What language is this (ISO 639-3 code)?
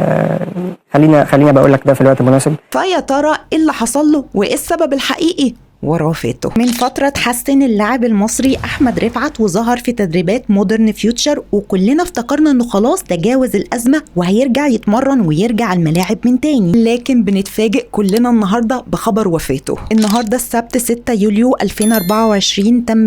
arz